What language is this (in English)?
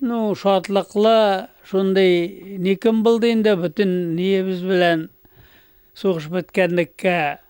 Tatar